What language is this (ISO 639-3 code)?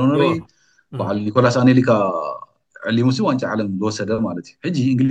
tir